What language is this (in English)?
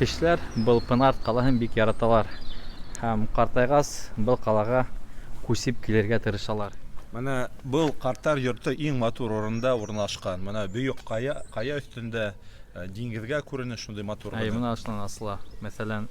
Bashkir